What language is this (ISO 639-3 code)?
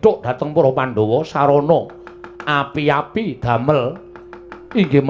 jav